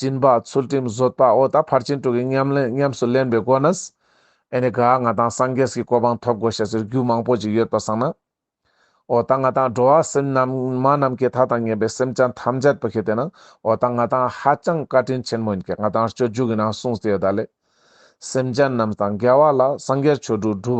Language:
Ladakhi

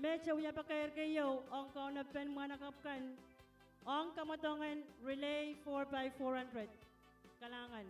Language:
Pohnpeian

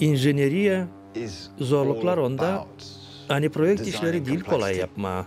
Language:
Gagauz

